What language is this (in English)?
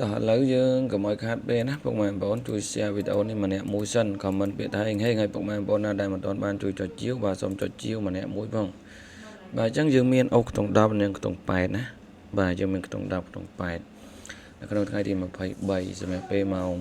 Khmer